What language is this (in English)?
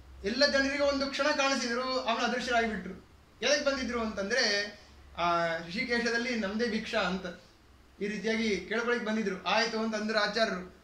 Kannada